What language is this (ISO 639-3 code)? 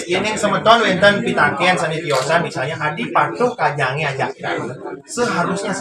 ban